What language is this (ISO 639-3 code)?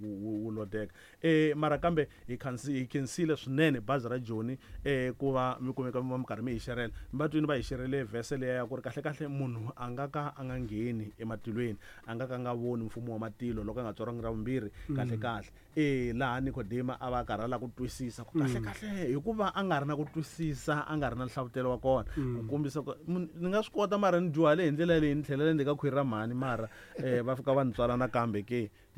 tso